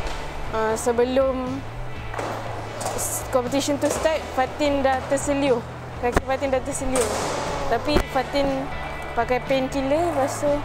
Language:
Malay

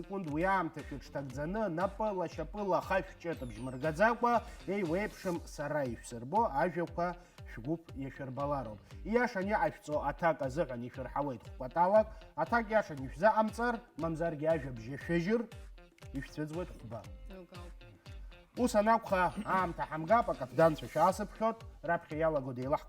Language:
Abkhazian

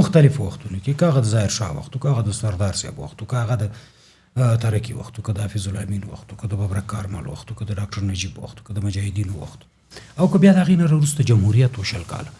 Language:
Pashto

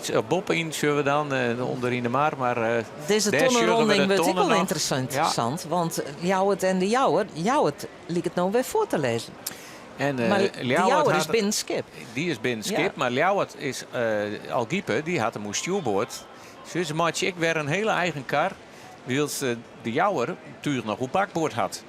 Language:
Western Frisian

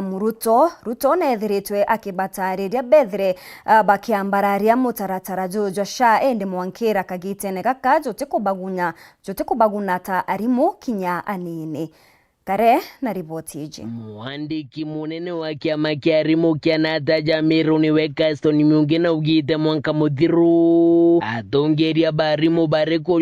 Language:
Meru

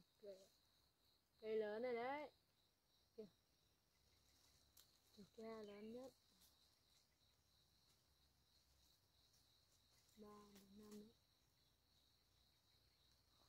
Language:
Vietnamese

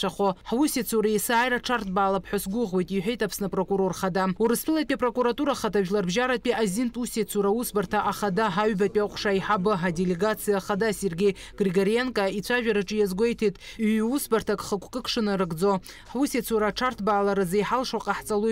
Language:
Abkhazian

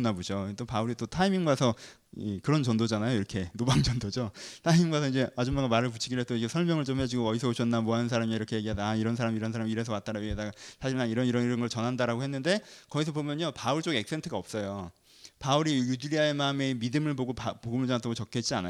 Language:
Korean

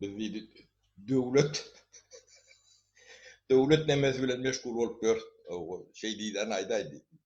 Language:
Turkmen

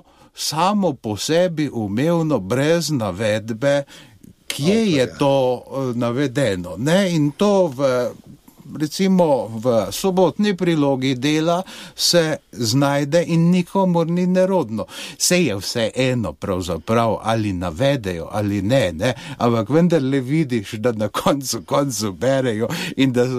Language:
Slovenian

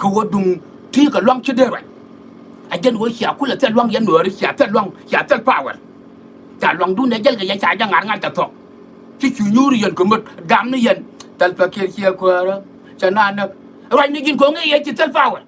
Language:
Nuer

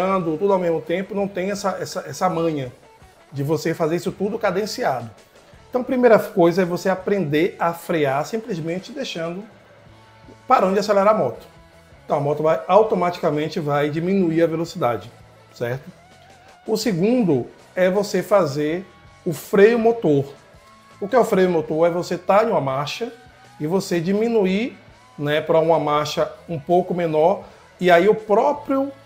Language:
Portuguese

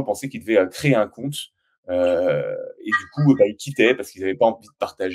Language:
French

